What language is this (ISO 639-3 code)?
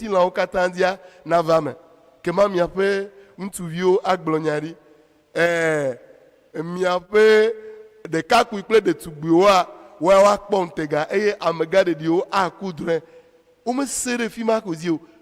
ewe